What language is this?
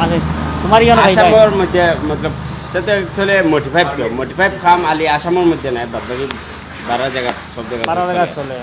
Sylheti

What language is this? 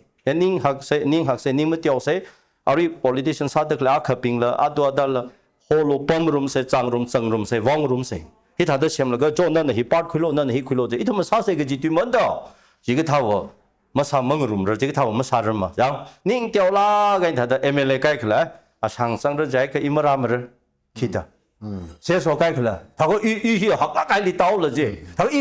Tangkhul Naga (India)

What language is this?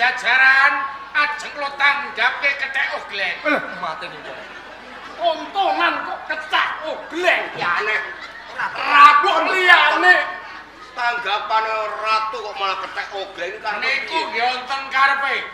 Javanese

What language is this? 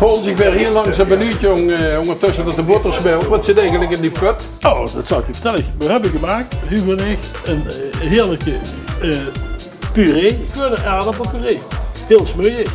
Limburgish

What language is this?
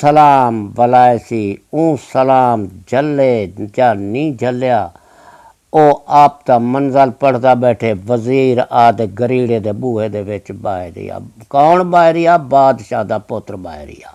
Saraiki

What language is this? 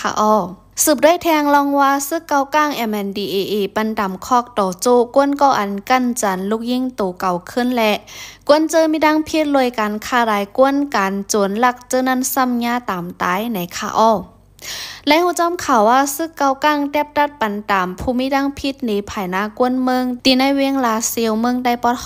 Shan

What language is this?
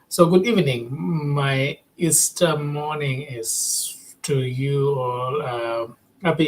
Acoli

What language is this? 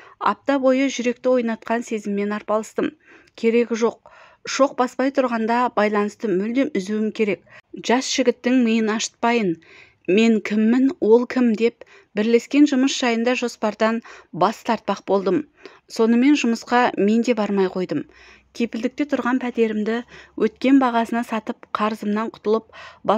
Kazakh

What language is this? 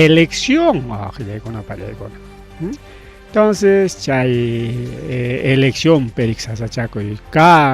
Ayacucho Quechua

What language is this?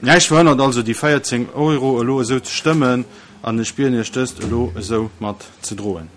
Luxembourgish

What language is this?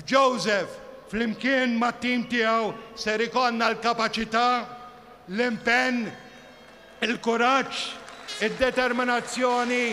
Maltese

